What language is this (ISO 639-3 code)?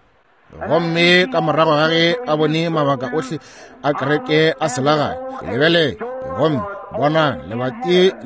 nso